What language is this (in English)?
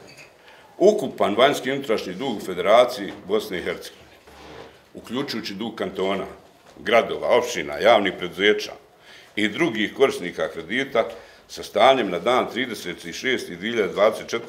Bosnian